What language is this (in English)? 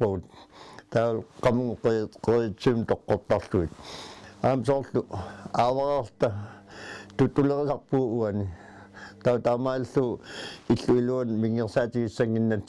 Kalaallisut